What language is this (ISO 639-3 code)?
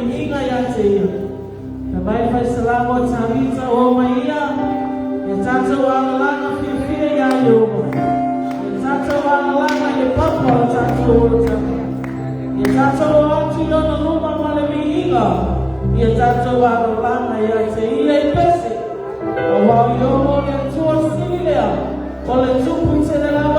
smo